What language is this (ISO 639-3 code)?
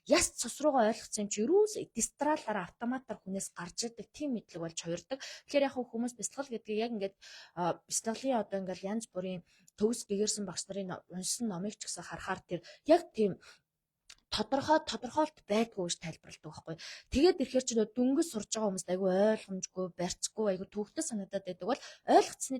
mon